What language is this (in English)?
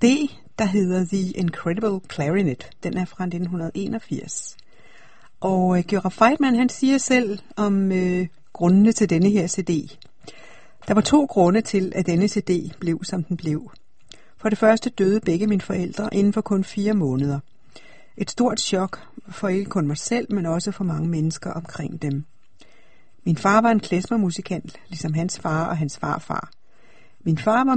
Danish